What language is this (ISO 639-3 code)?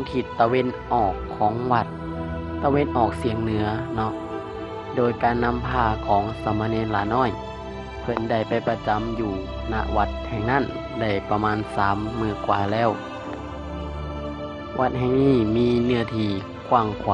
lao